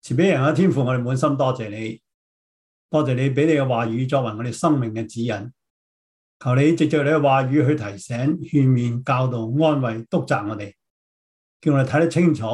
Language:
Cantonese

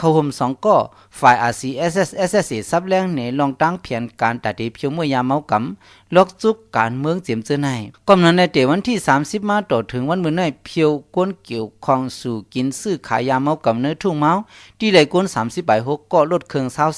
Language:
Shan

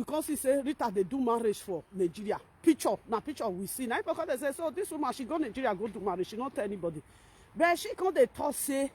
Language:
Nigerian Pidgin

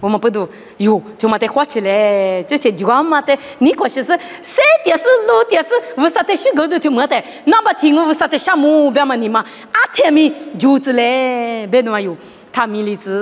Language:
Lisu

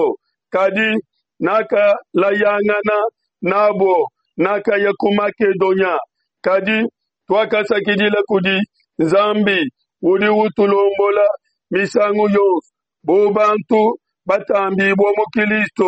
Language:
Luba-Lulua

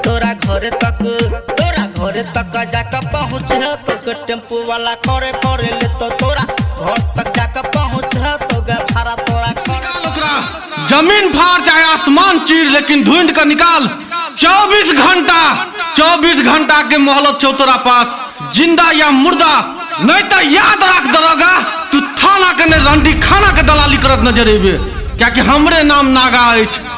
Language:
Maithili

